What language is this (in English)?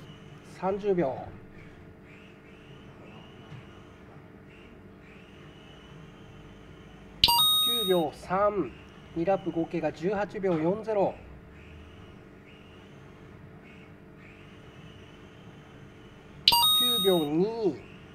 Japanese